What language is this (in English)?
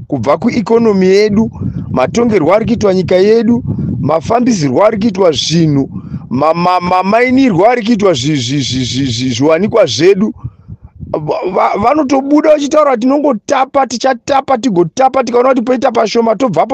Shona